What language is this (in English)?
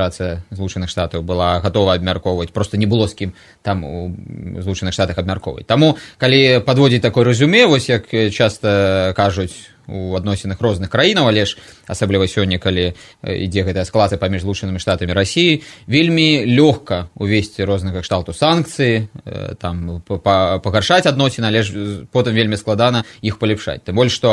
Belarusian